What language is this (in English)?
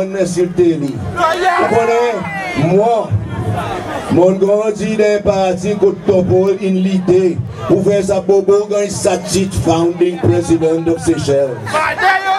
Seselwa Creole French